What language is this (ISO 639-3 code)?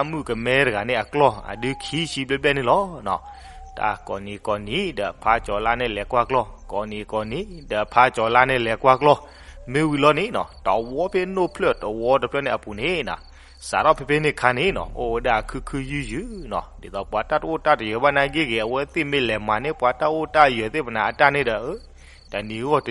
ksw